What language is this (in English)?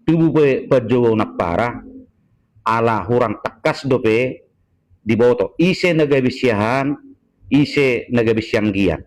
Batak Toba